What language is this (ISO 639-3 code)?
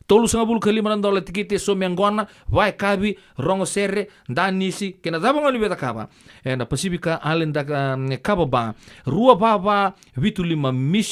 fij